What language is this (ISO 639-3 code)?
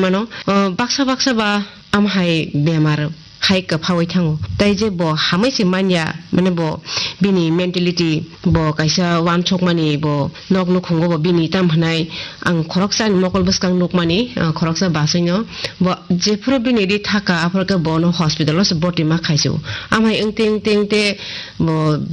trp